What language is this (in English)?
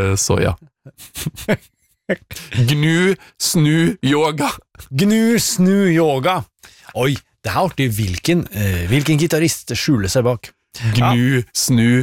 Norwegian